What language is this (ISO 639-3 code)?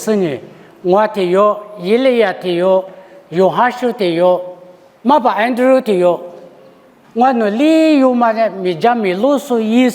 lis